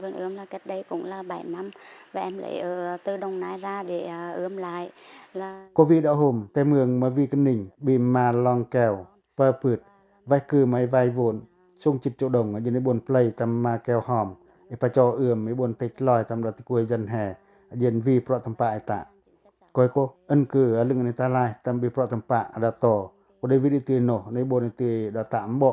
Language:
Pacoh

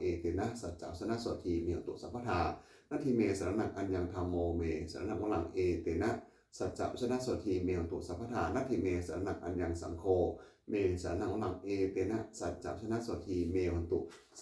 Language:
Pali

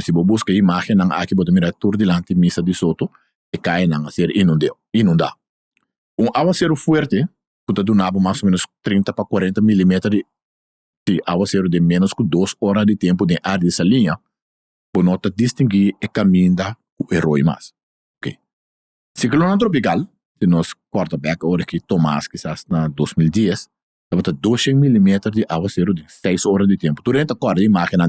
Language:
Papiamento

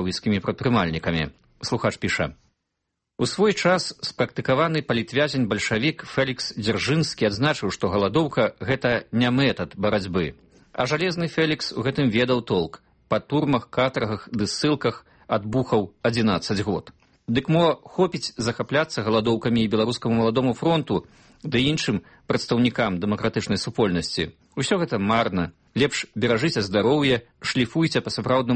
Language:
Belarusian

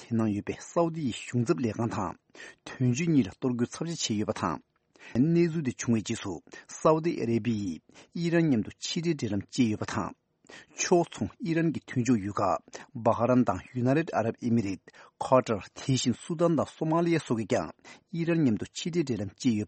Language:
Tibetan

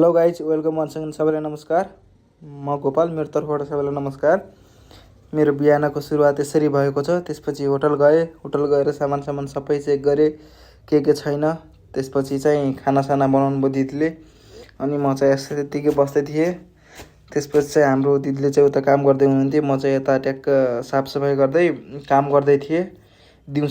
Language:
Nepali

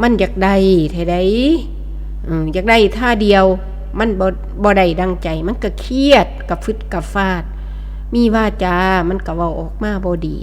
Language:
Northeastern Thai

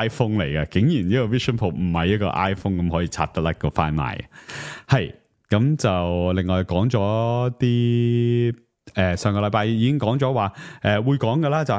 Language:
Cantonese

